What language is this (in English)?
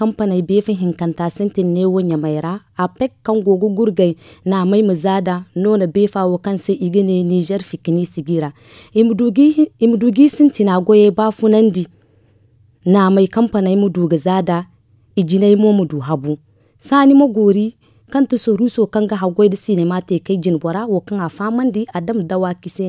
Zarma